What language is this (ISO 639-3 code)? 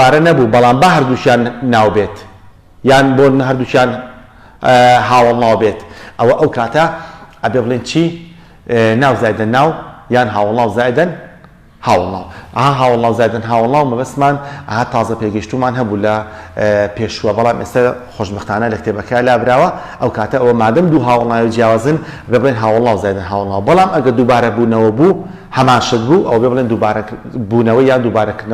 ckb